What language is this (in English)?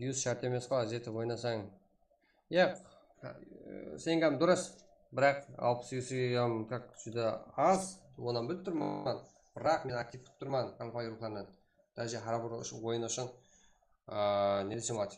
Kara-Kalpak